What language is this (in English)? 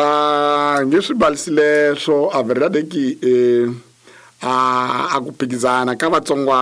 Tsonga